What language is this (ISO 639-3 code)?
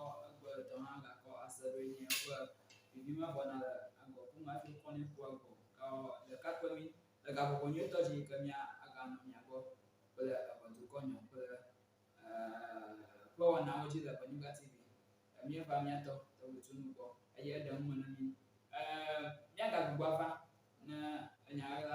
ewe